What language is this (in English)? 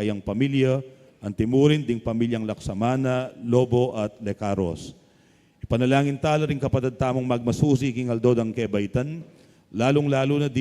Pampanga